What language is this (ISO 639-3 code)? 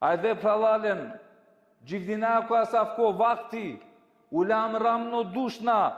rmn